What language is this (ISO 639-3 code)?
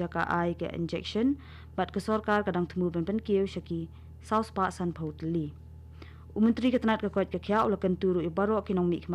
kha